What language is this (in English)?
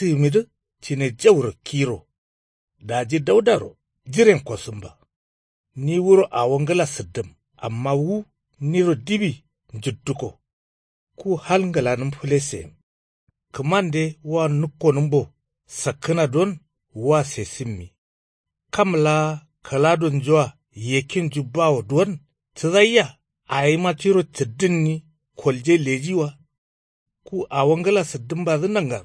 Kanuri